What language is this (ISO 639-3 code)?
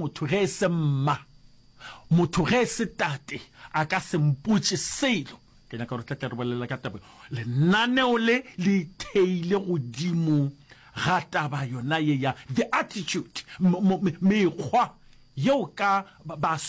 nso